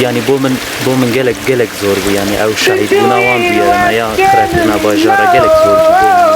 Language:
Kurdish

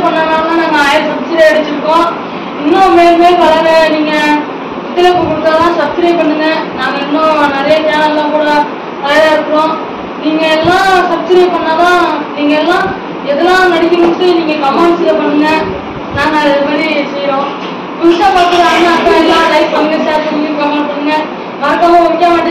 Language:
Tamil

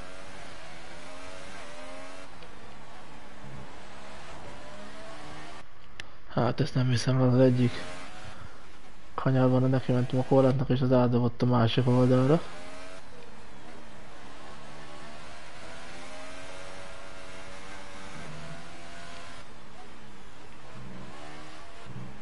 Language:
Hungarian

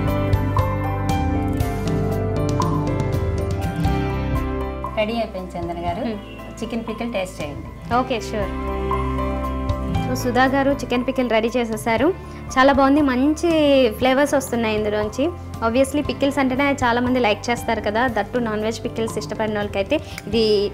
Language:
Telugu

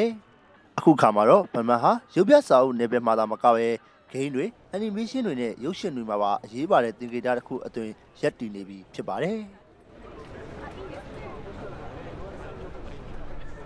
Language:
Burmese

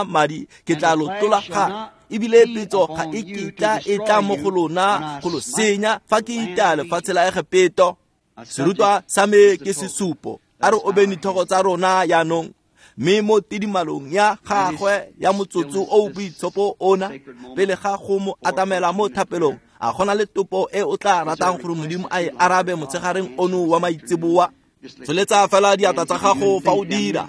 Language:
Tswana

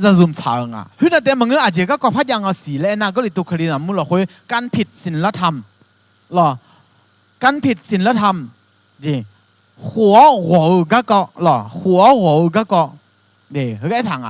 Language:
Akha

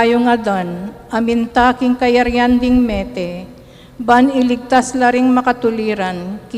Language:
Pampanga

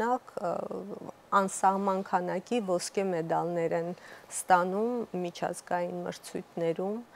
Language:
Armenian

